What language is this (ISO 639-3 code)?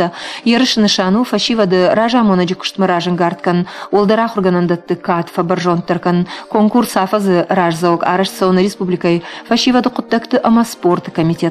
oss